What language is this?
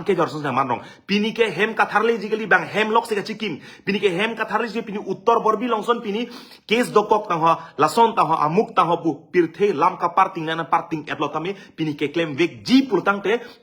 Karbi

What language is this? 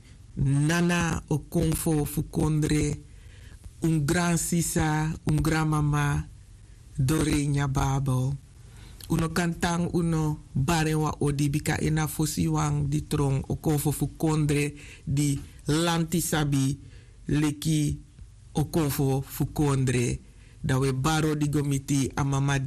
Sranan Tongo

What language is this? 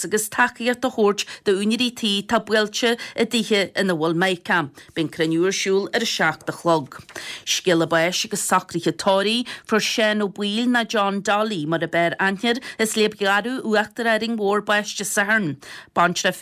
Irish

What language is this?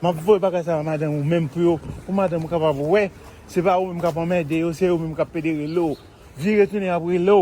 Haitian Creole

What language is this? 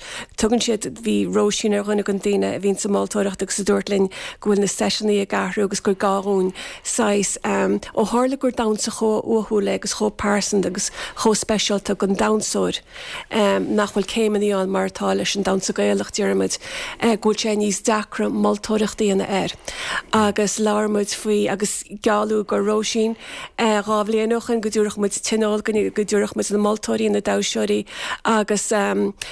Irish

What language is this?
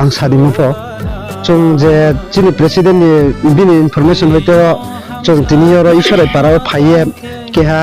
Riang (India)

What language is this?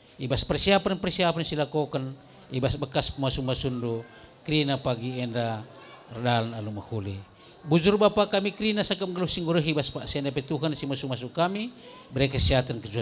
Batak Karo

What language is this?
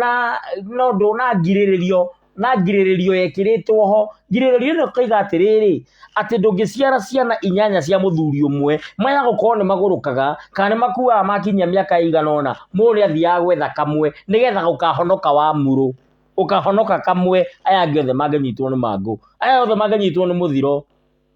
Kikuyu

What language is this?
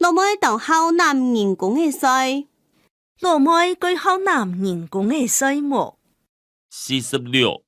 Hakka Chinese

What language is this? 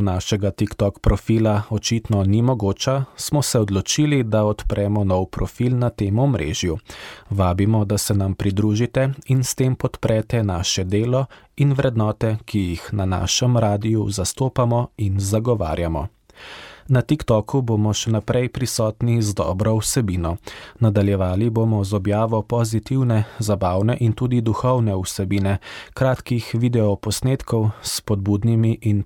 Slovenian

